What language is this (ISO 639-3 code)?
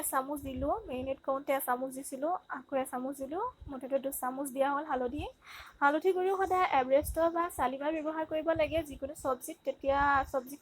asm